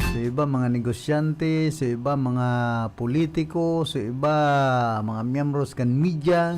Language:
Bikol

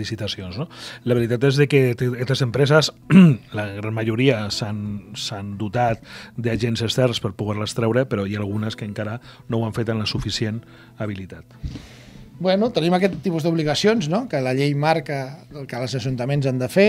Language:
Catalan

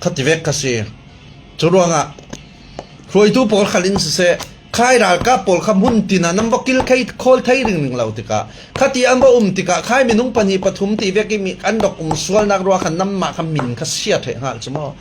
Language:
Falam Chin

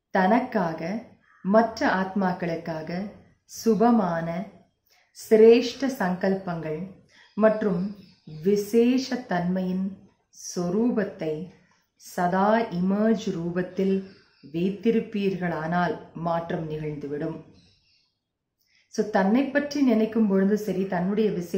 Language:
Tamil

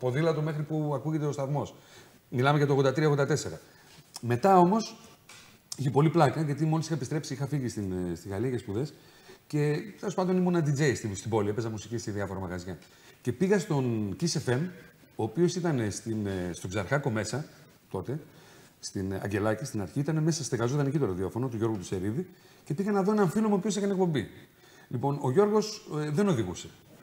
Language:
Greek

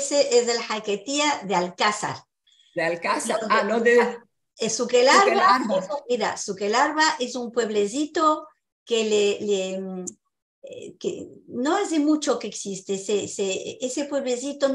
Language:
Ladino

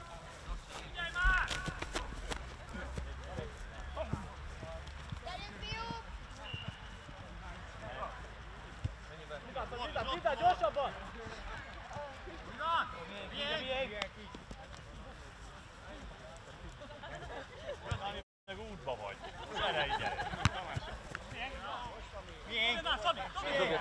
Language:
Hungarian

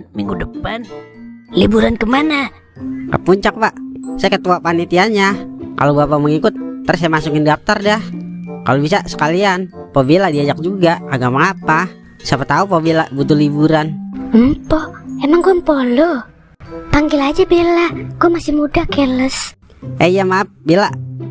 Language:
Betawi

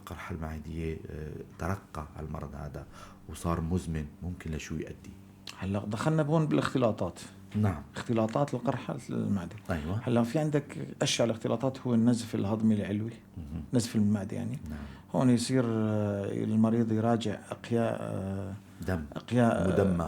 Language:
North Levantine Arabic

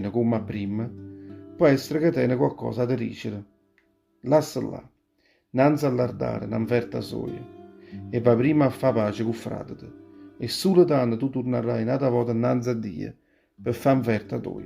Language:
Neapolitan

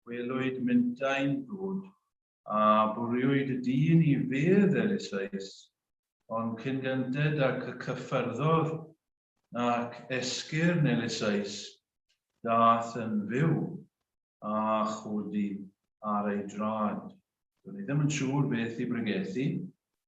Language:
Welsh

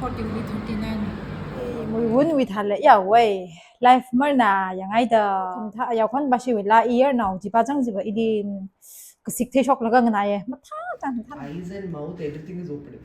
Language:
Tangkhul Naga (India)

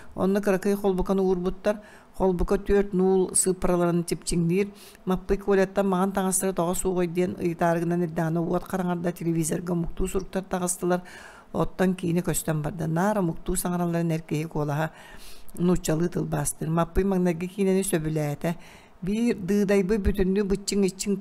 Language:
Yakut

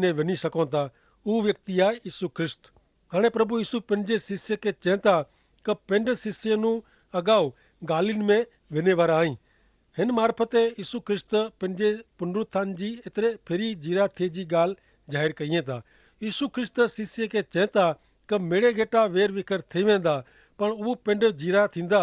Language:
Kachhi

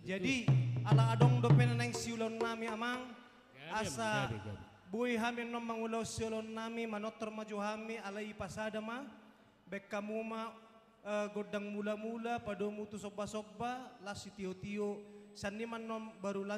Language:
Batak Toba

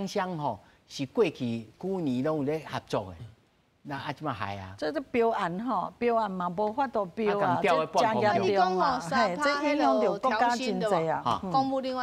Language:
Min Nan Chinese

